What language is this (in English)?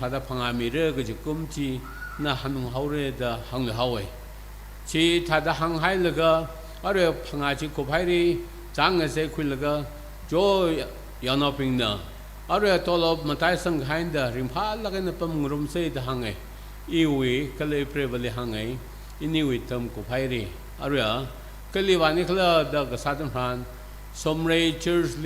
Tangkhul Naga (India)